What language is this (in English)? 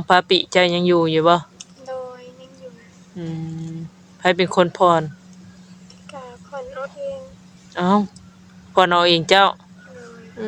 Northeastern Thai